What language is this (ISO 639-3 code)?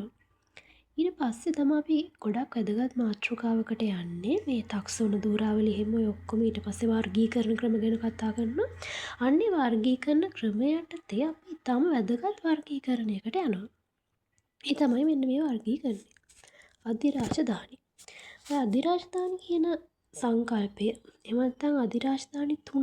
sin